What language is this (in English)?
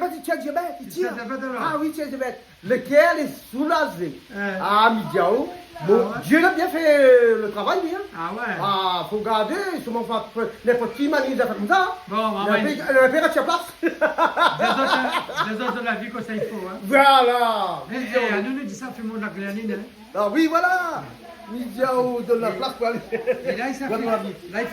Réunion Creole French